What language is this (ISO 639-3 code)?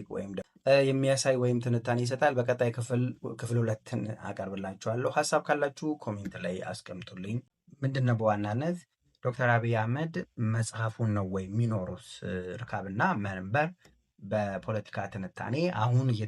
amh